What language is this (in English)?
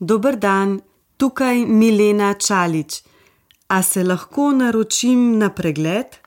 Slovenian